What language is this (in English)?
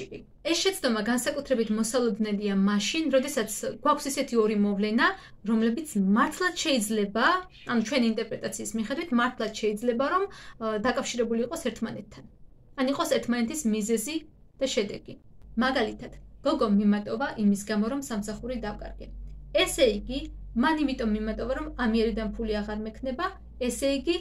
Georgian